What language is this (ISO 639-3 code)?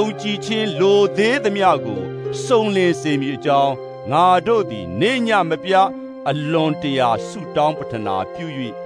mya